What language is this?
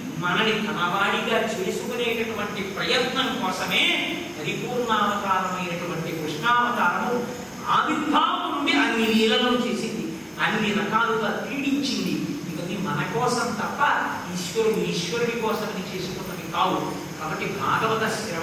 Telugu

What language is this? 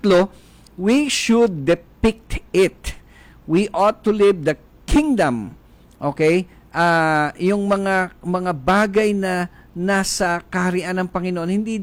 Filipino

